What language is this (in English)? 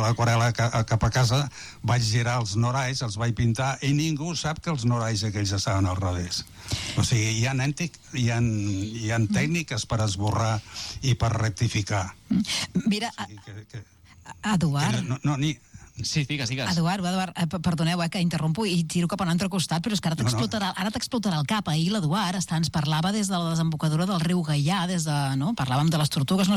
Catalan